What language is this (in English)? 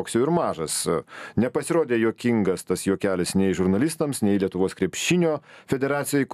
Lithuanian